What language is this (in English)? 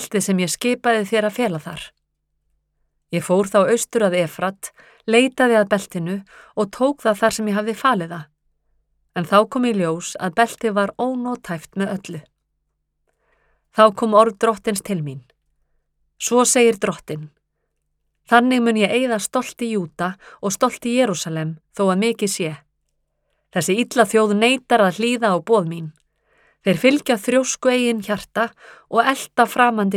Icelandic